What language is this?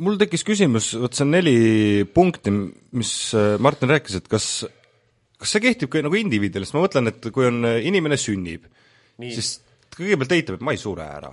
Estonian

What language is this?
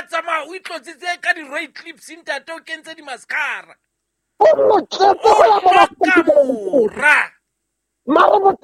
Southern Sotho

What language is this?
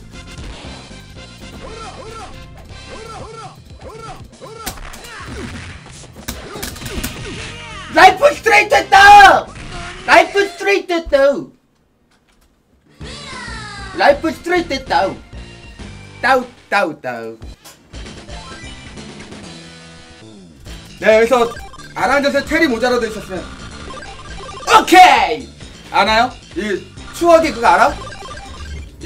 Korean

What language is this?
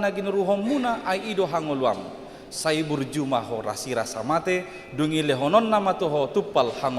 Batak Toba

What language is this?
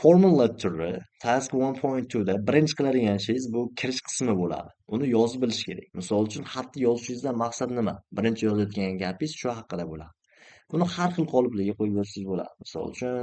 Uzbek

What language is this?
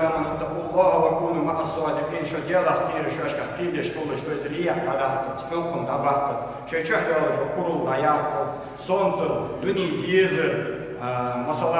Ingush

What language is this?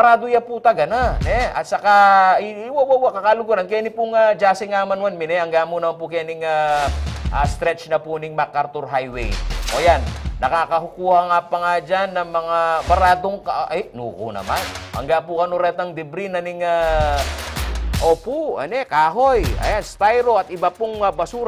Pampanga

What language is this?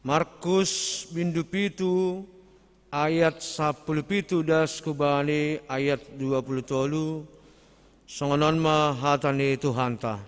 Batak Simalungun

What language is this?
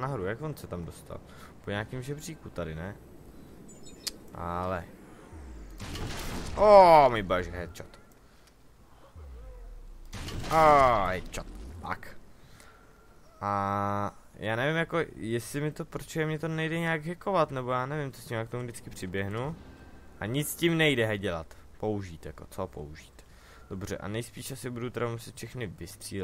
Czech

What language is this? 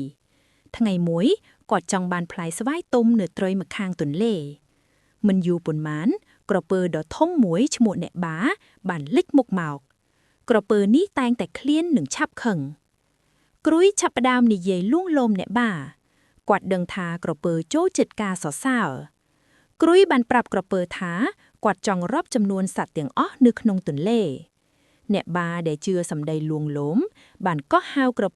Khmer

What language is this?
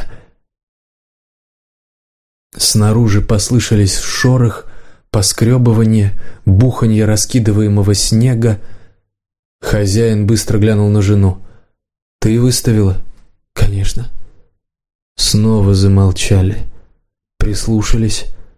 Russian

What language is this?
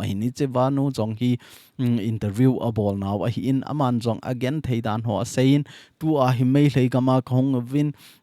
Thado Chin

